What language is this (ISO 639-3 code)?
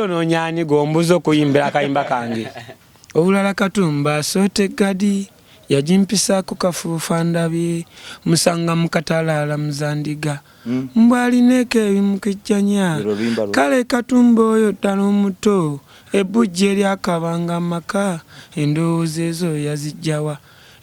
lug